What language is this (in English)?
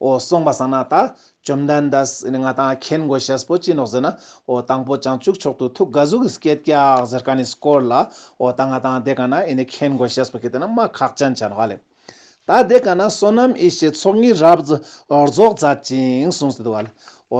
Ladakhi